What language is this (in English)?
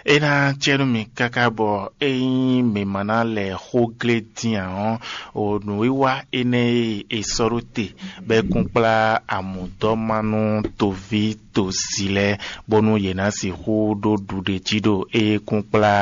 Fon